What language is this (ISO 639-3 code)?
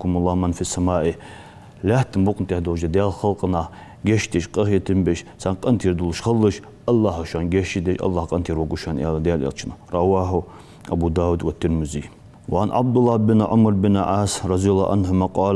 inh